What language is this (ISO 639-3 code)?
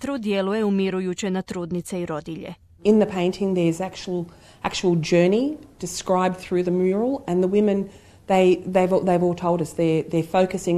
hrv